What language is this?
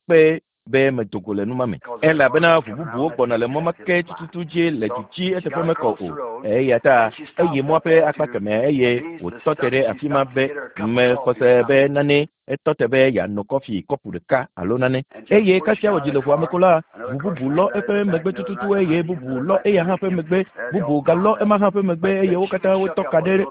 Ewe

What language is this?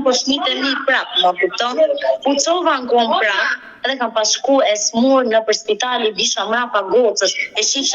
Albanian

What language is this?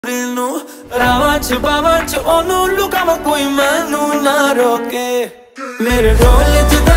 Punjabi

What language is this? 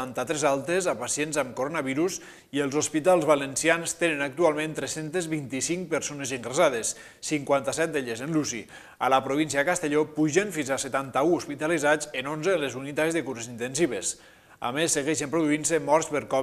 Catalan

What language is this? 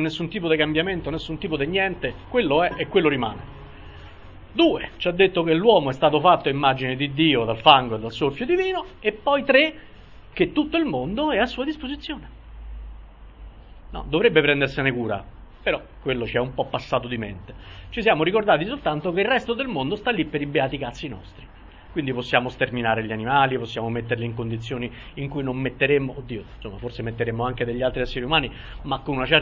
Italian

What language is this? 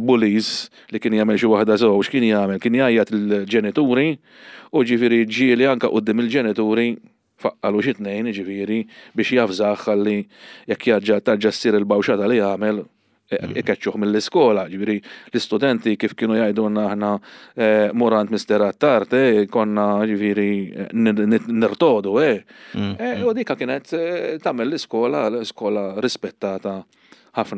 Maltese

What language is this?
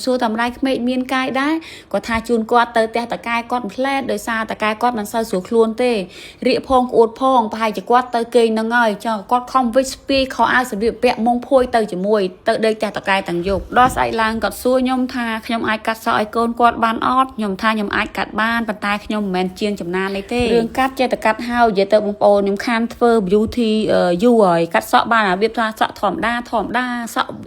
Khmer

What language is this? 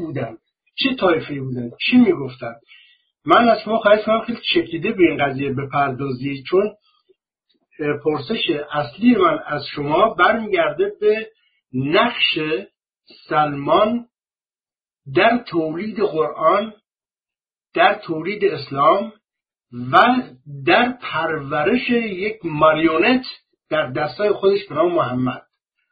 Persian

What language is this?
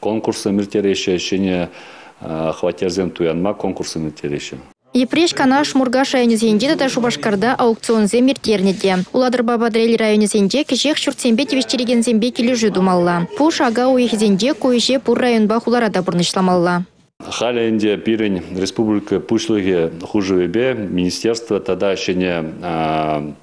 Chuvash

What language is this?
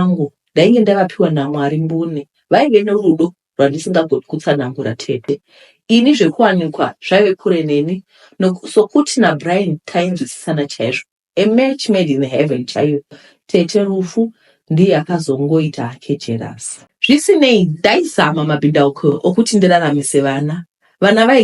Shona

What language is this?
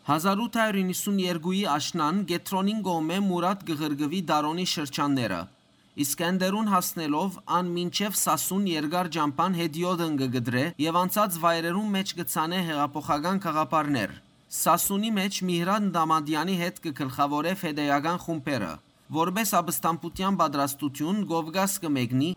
Western Armenian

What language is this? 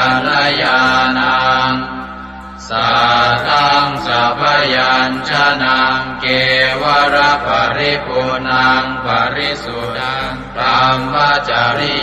Pali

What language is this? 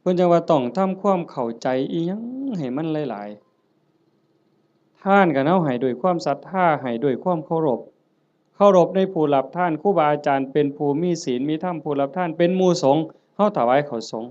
Northeastern Thai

